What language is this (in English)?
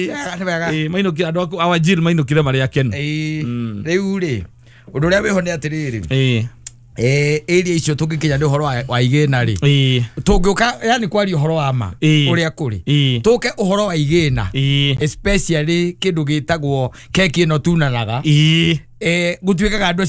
Kikuyu